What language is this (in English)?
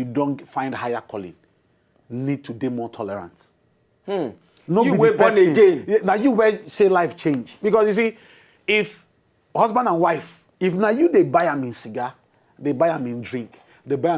Nigerian Pidgin